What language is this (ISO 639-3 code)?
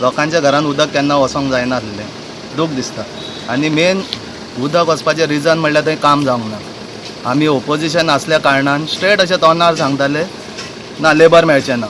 kok